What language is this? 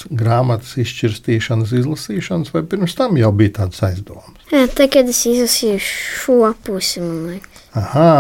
Latvian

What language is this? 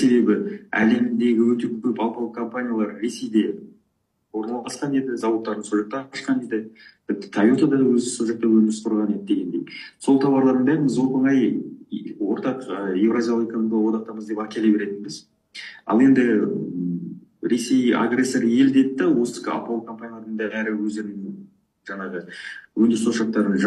Kazakh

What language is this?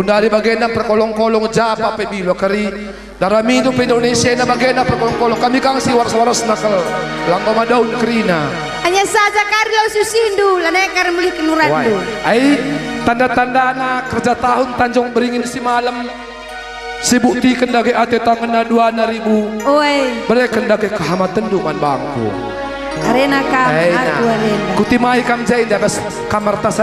Batak Karo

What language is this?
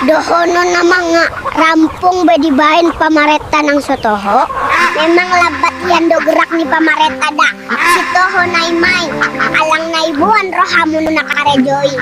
Batak Toba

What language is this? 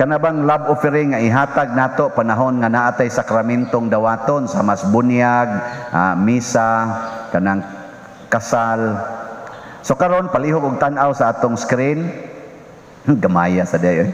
Cebuano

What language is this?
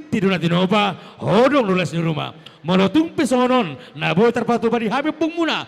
Batak Toba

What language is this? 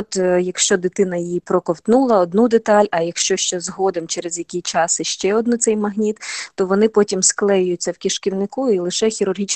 Ukrainian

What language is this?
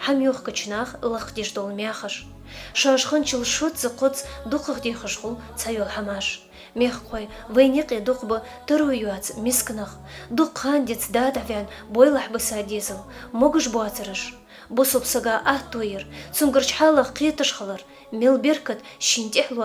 Ingush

